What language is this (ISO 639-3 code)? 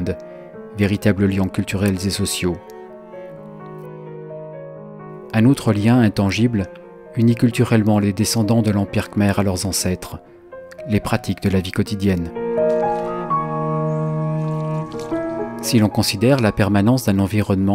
fra